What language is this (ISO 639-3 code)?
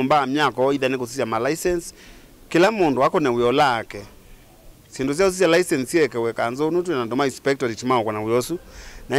kam